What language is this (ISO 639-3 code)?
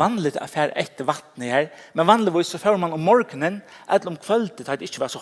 fao